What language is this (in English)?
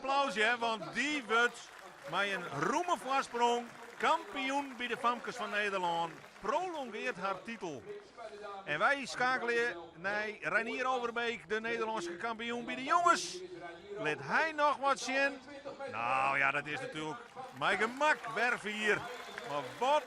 Western Frisian